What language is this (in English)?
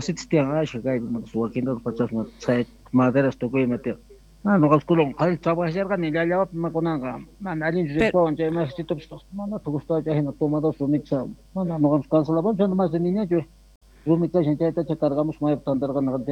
South Bolivian Quechua